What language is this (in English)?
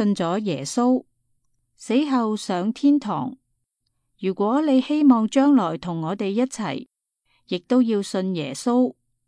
Cantonese